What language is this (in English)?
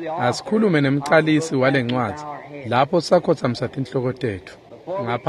Swati